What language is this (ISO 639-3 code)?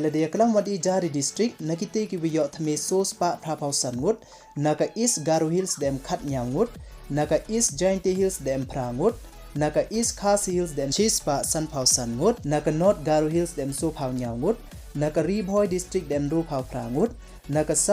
pbv